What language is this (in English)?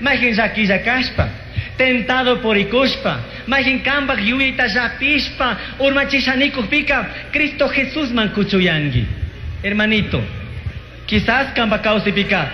Chimborazo Highland Quichua